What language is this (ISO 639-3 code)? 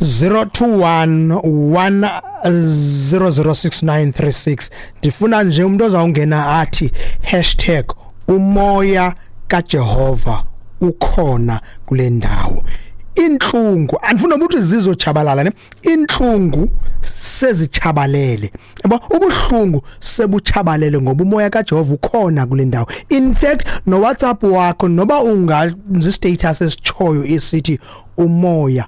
xho